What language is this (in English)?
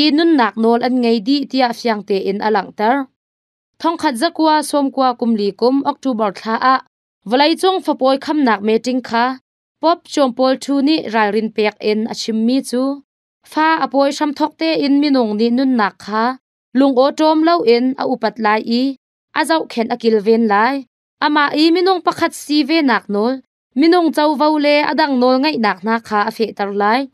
Hakha Chin